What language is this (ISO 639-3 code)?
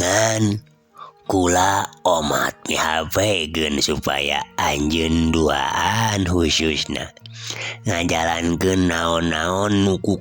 sun